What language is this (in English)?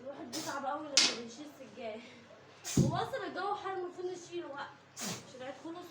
Egyptian Arabic